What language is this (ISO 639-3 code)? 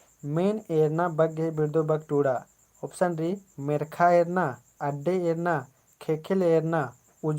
kru